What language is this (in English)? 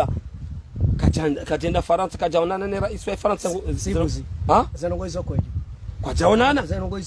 Ngazidja Comorian